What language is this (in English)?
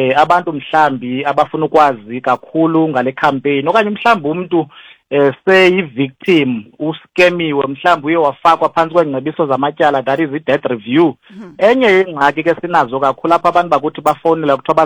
Xhosa